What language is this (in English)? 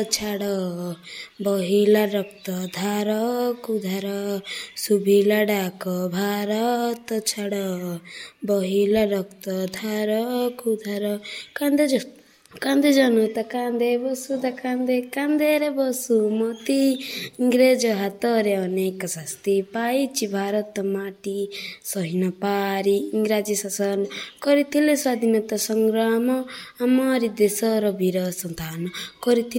Odia